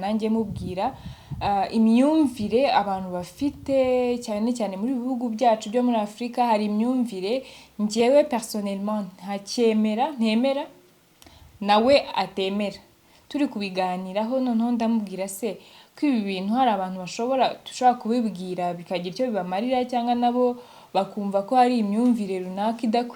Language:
Kinyarwanda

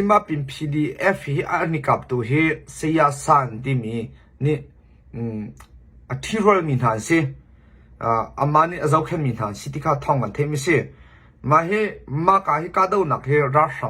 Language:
Hakha Chin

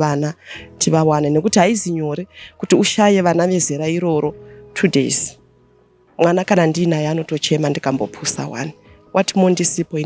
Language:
Shona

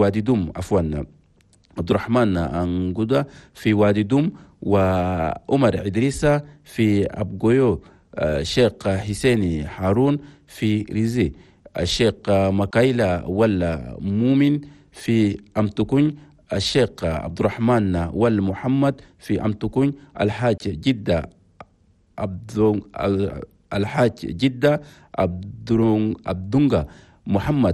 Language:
Chadian Arabic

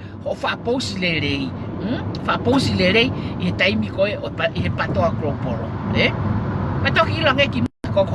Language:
Tongan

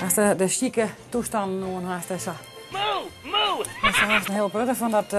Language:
Western Frisian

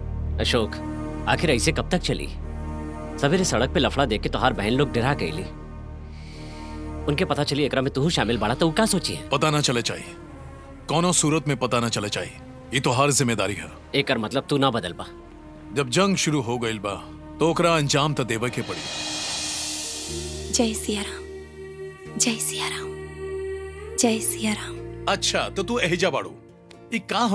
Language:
Bhojpuri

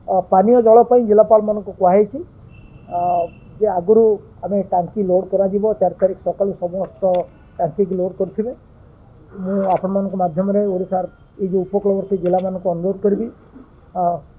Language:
Odia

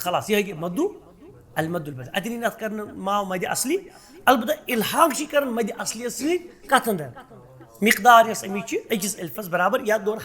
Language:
Kashmiri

